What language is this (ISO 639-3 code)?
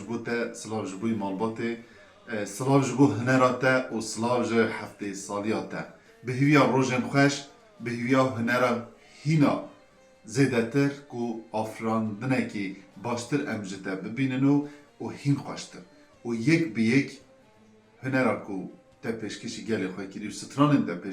kur